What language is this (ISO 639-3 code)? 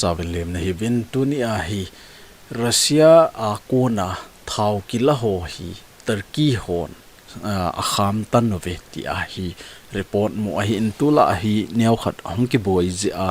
tcz